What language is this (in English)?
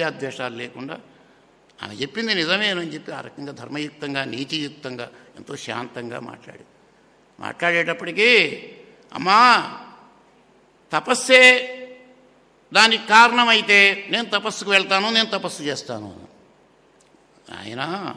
Telugu